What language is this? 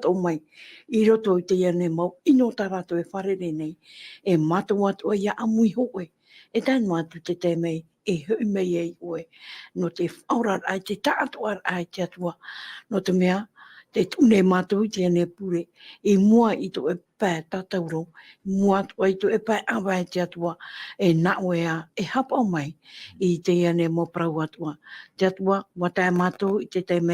Tahitian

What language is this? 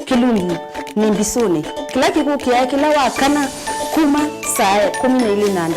Kamba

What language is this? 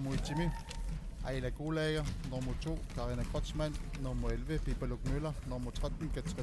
Kalaallisut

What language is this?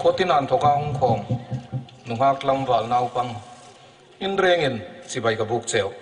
Hmar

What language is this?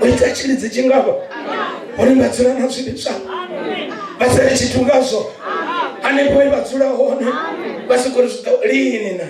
Venda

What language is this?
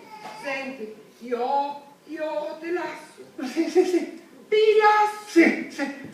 Sicilian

